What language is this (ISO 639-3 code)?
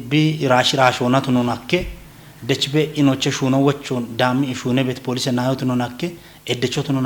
kbr